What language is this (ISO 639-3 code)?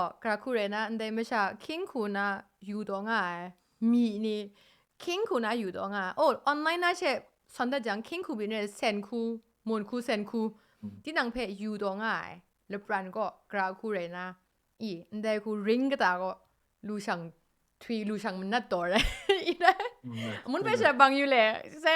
kac